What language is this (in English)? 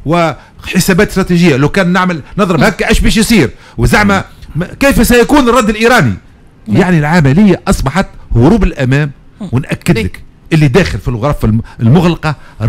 Tunisian Arabic